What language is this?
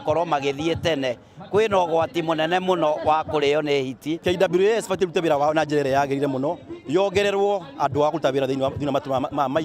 Kikuyu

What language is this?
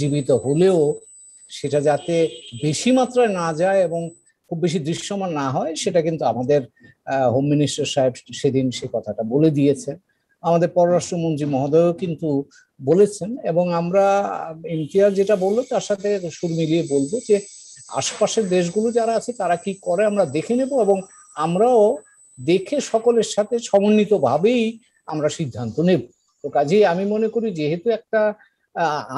Bangla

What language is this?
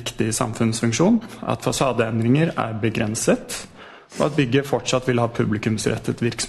Norwegian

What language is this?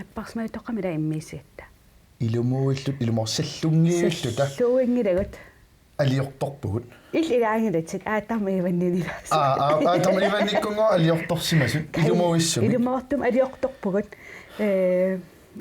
Kalaallisut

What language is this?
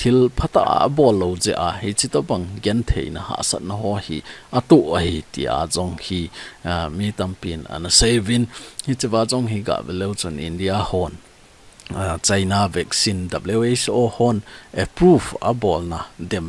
Thado Chin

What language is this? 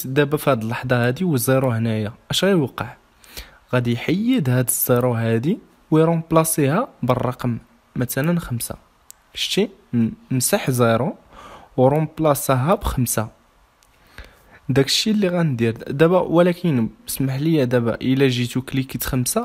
Moroccan Arabic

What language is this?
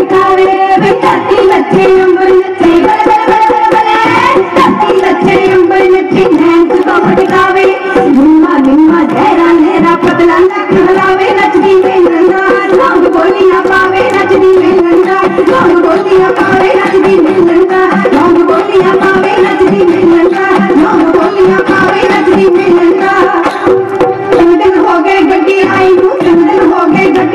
Punjabi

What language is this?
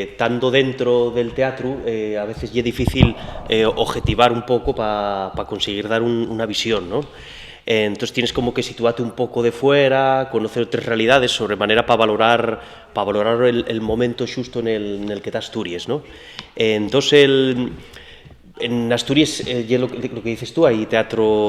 Asturian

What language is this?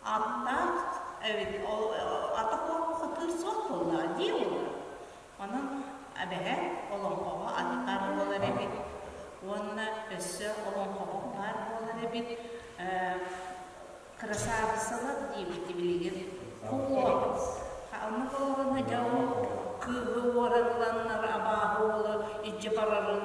Yakut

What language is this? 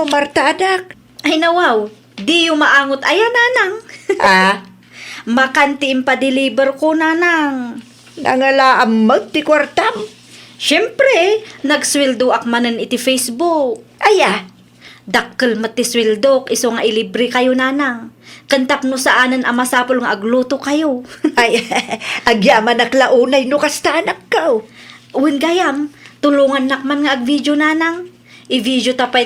Iloko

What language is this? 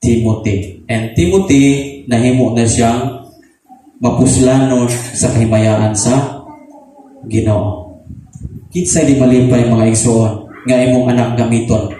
Cebuano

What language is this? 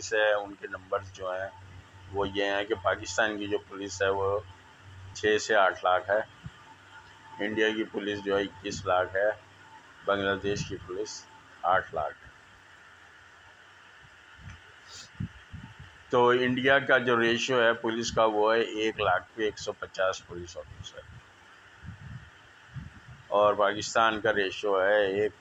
Urdu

